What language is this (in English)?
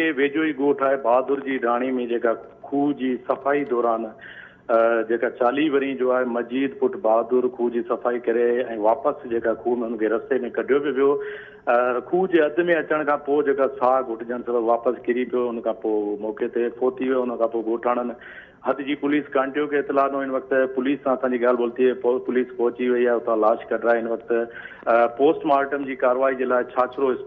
Sindhi